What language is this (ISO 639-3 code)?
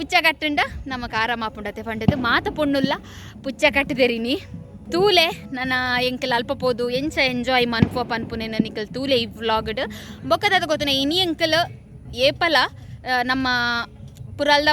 tcy